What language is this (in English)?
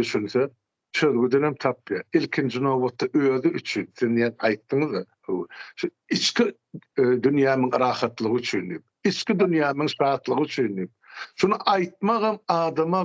Turkmen